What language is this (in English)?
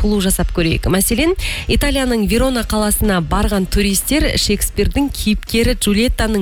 Kazakh